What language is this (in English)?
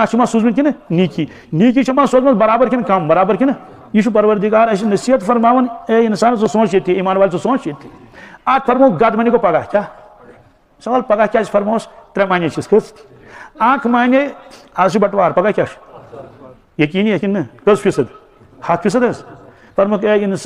Kashmiri